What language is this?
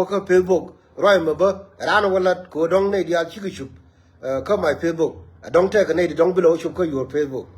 Nuer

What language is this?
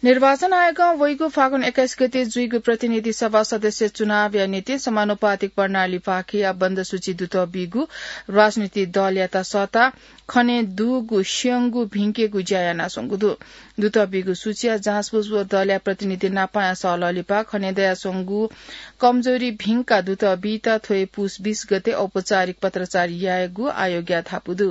Newari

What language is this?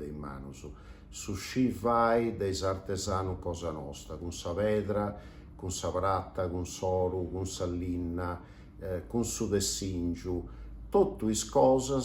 Sardinian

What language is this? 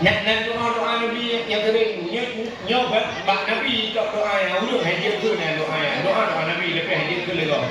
Achinese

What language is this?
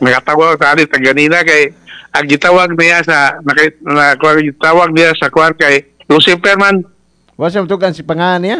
Cebuano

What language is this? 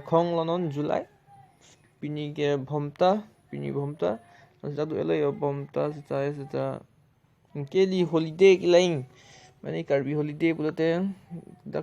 Karbi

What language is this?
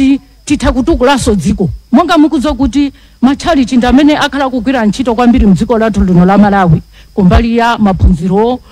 Nyanja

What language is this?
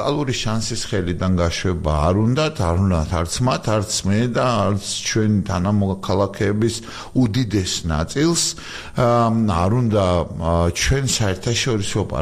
Georgian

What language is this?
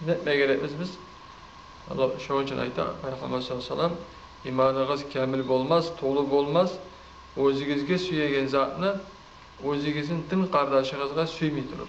Kumyk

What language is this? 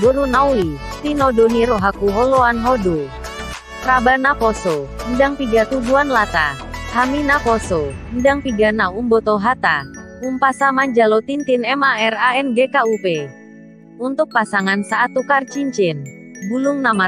Batak Toba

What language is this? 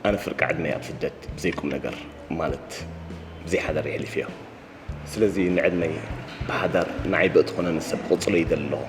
Tigrinya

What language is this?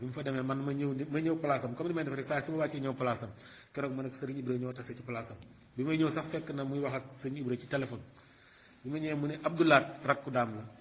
Wolof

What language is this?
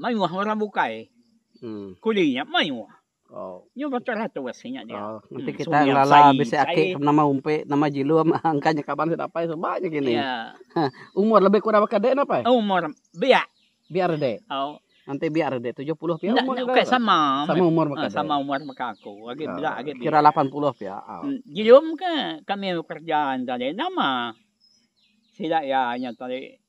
Iban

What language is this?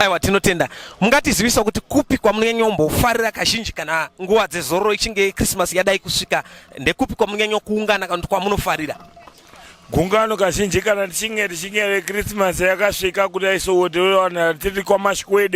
Shona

